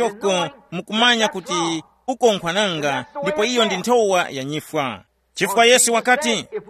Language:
Tumbuka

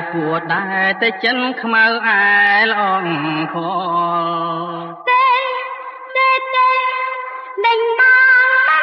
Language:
Khmer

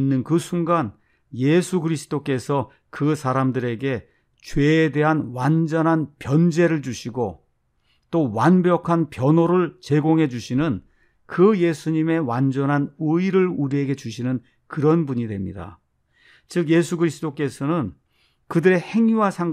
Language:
Korean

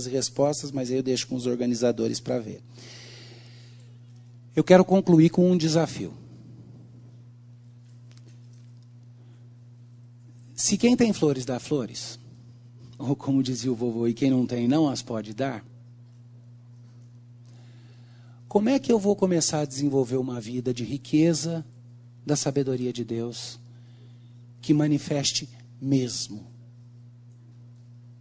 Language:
Portuguese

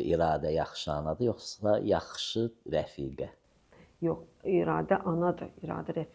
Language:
Azerbaijani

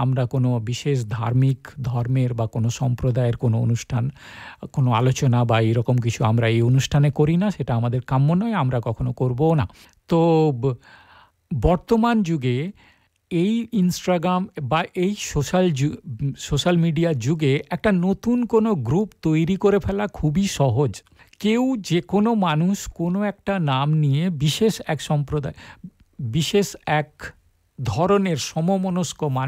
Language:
Bangla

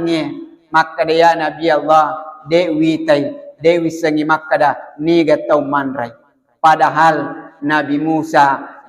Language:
Buginese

